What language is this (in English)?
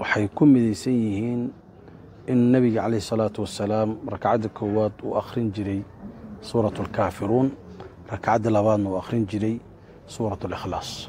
Somali